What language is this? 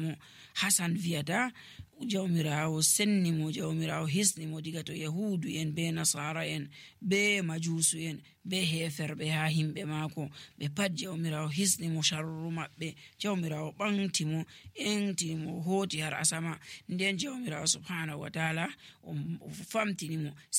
Nigerian Fulfulde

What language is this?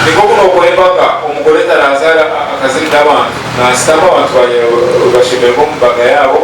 Nyankole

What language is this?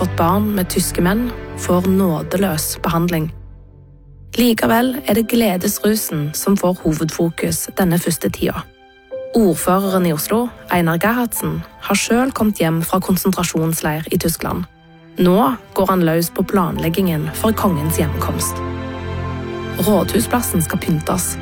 Norwegian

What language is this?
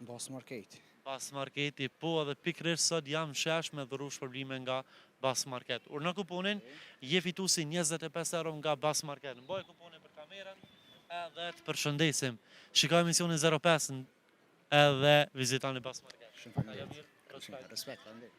Albanian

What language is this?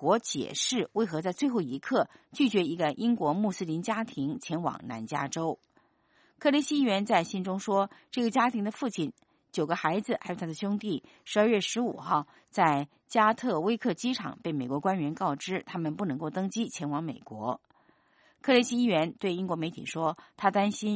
Chinese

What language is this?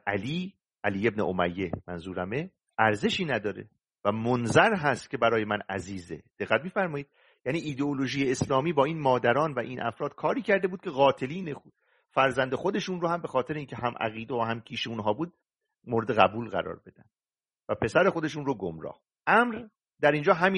Persian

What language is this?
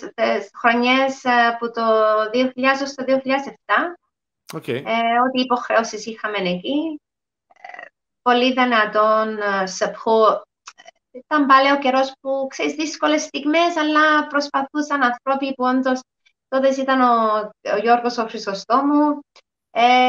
Greek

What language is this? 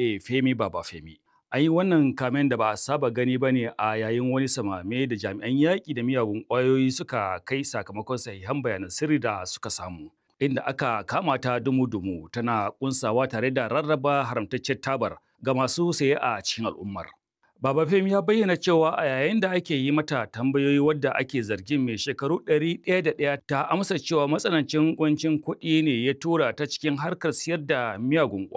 Hausa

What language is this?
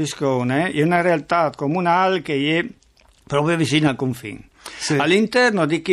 Friulian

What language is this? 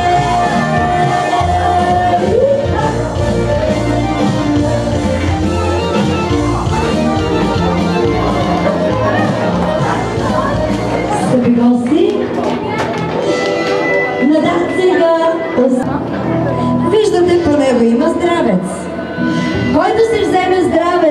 Bulgarian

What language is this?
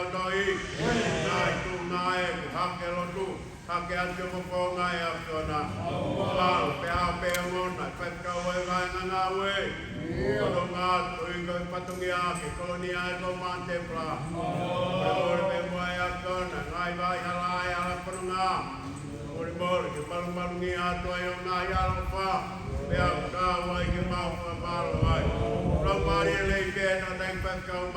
Tongan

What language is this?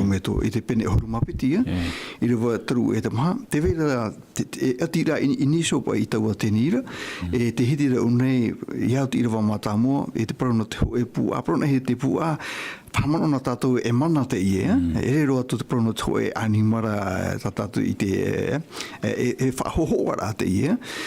Tahitian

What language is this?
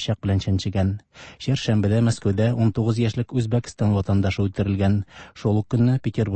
Tatar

